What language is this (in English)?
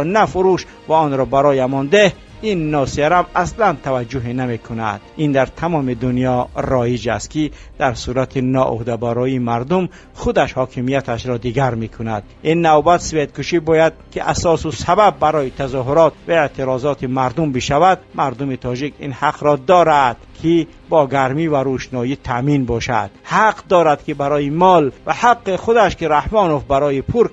Tajik